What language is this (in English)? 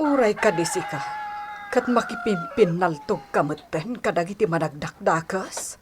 Iloko